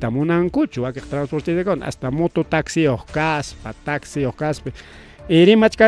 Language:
Ayacucho Quechua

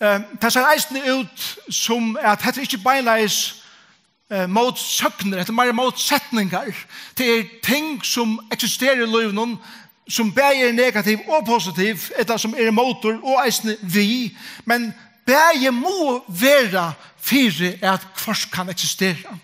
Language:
Faroese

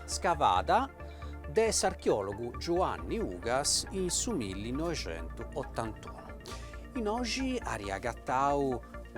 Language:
Sardinian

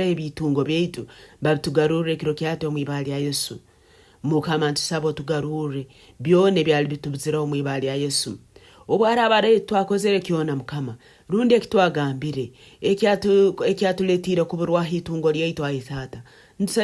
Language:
Nyankole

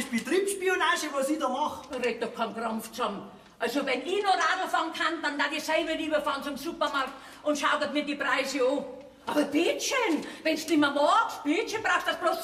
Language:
Bavarian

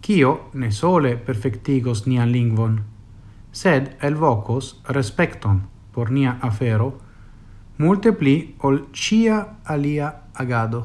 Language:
Esperanto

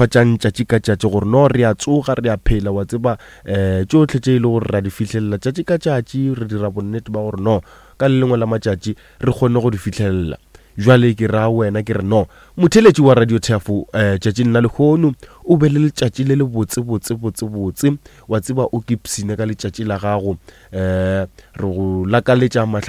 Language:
Northern Sotho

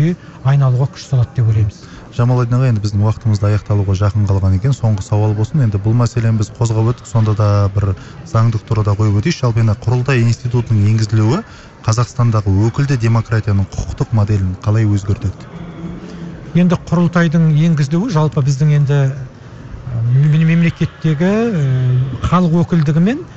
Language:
Kazakh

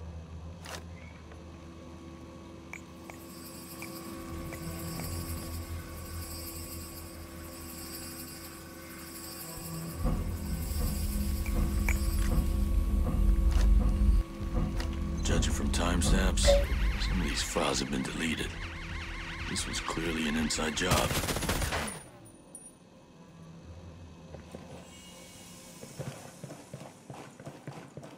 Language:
English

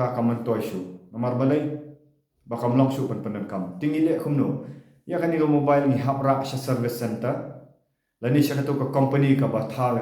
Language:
Khasi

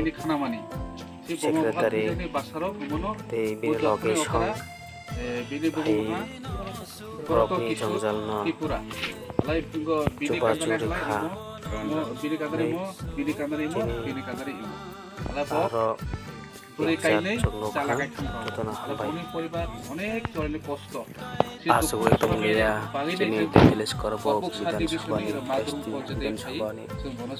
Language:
Kok Borok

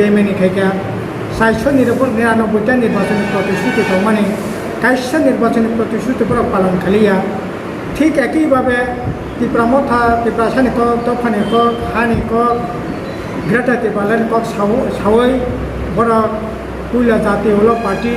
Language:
Riang (India)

